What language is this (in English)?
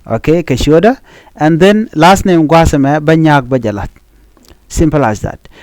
Nuer